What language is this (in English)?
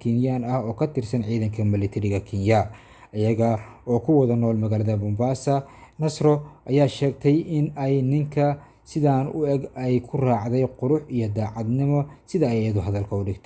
Somali